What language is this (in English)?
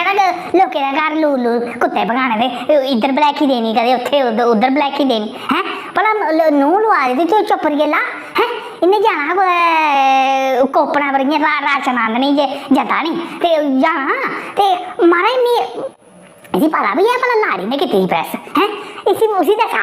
Dogri